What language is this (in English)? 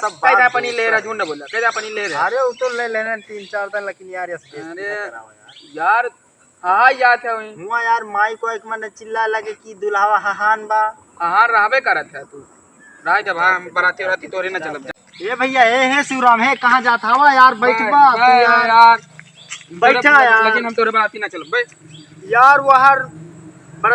Awadhi